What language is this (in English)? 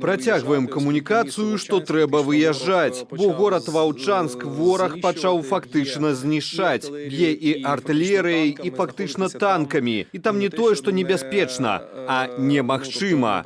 Belarusian